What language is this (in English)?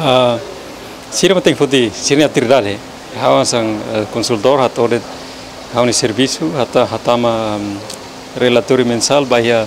Tetum